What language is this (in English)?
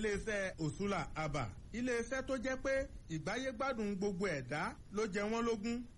Yoruba